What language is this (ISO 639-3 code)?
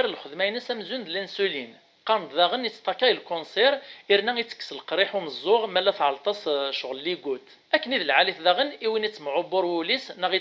kab